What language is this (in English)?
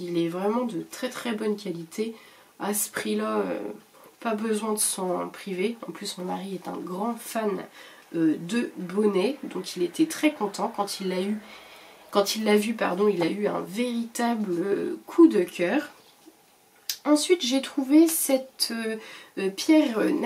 French